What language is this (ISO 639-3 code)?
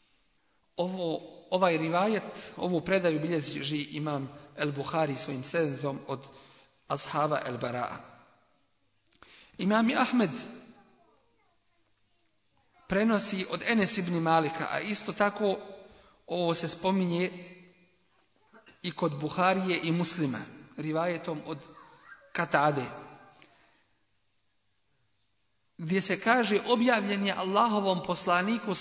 bos